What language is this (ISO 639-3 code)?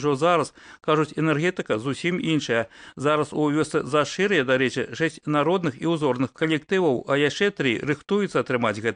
bel